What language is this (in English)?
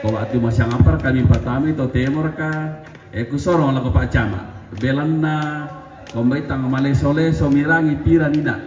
Toraja-Sa'dan